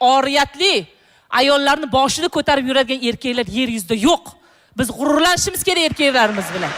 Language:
Uzbek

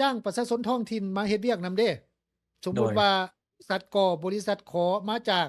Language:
Lao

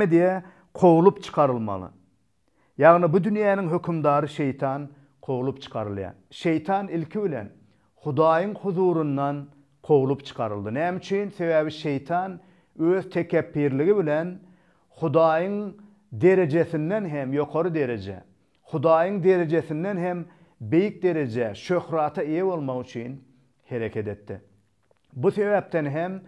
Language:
Turkmen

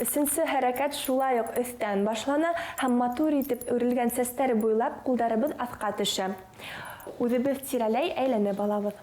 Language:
Bashkir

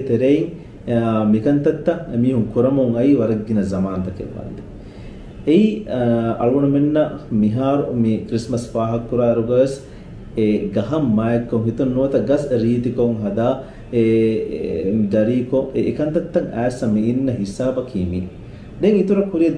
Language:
Divehi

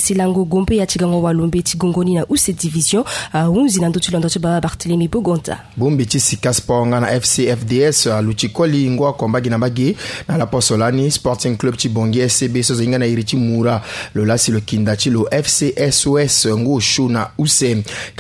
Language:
Sango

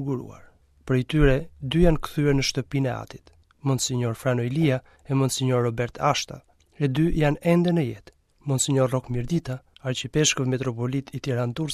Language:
Albanian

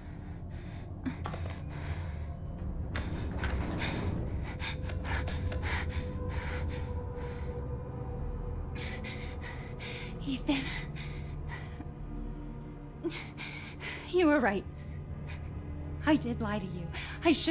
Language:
English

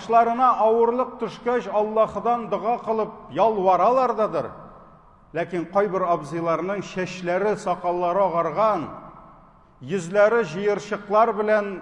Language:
Tatar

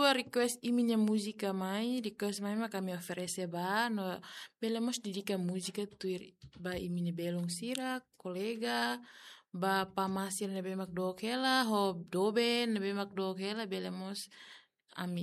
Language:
Tetum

